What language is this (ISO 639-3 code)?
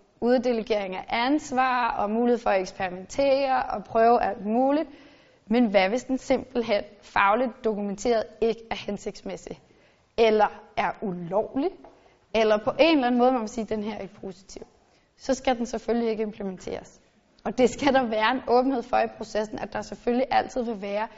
dan